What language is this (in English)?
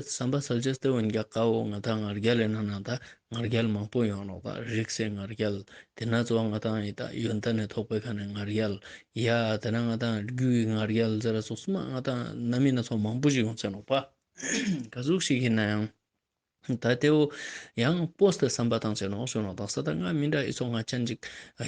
Ladakhi